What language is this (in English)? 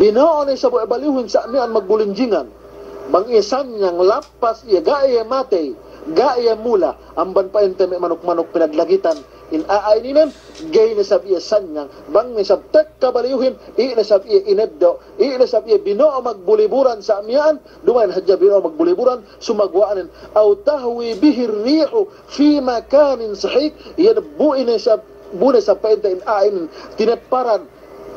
Yakan